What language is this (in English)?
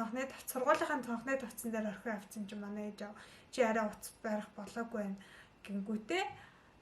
Mongolian